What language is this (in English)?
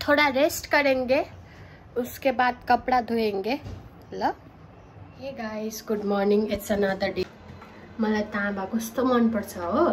Nepali